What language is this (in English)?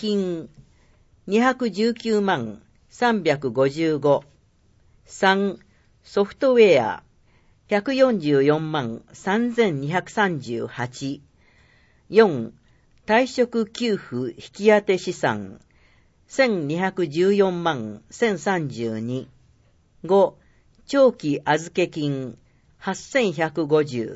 Japanese